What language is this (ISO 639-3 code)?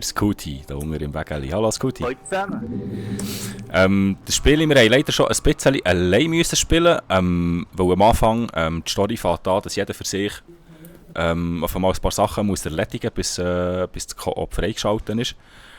gsw